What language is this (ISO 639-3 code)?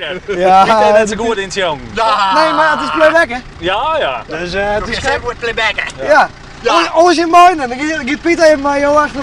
fry